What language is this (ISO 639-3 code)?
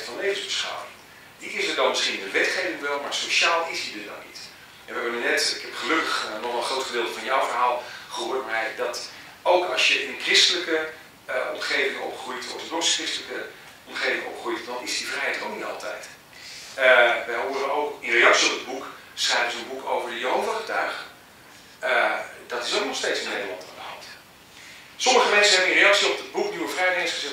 nld